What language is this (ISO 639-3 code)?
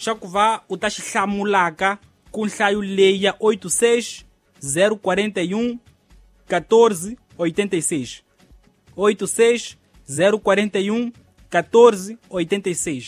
tso